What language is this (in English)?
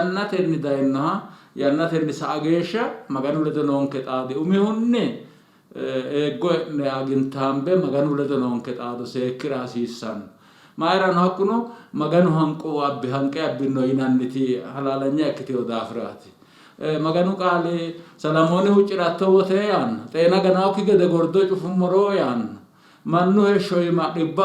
Sidamo